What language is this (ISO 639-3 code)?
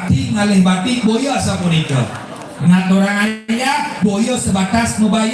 ban